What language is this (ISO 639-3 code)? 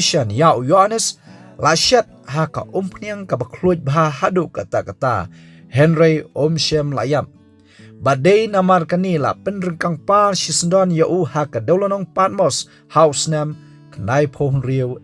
kha